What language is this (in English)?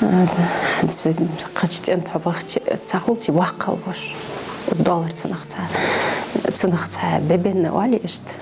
Ingush